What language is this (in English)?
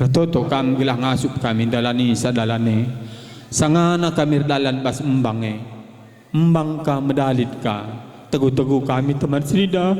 Batak Karo